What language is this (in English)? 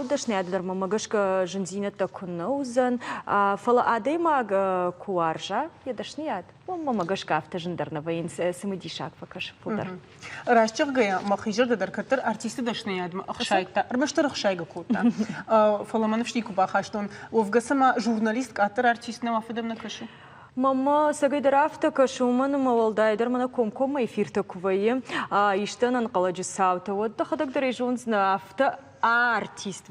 Ossetic